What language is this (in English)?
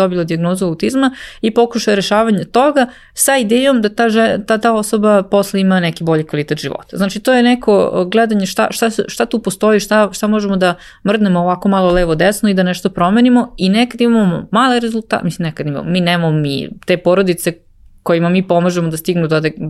Serbian